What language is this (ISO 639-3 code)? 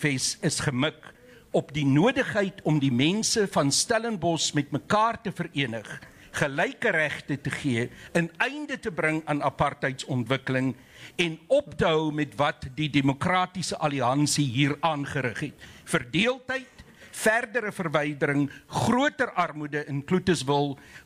afr